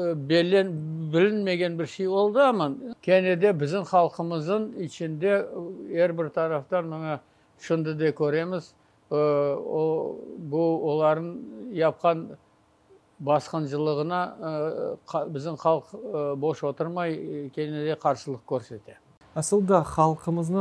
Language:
Crimean Tatar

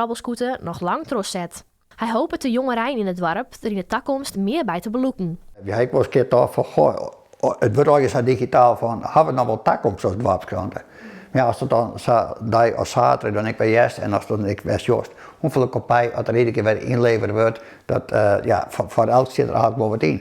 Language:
Western Frisian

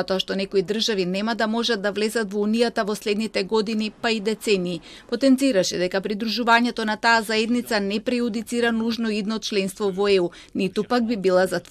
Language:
Macedonian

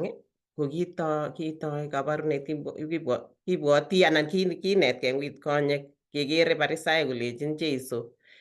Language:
Kalenjin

